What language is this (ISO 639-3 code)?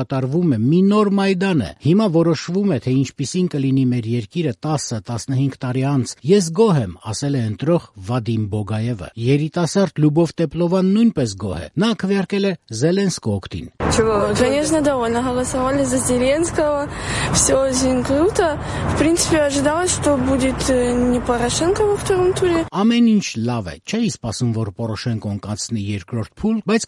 hye